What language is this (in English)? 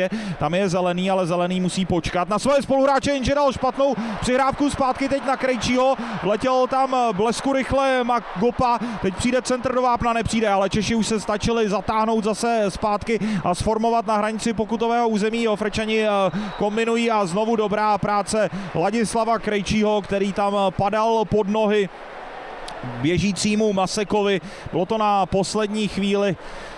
Czech